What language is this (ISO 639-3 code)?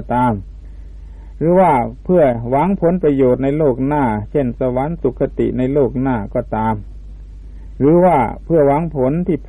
tha